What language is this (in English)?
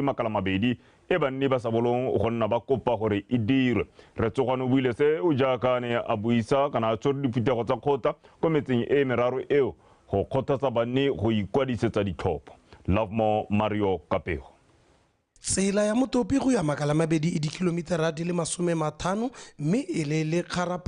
Tswana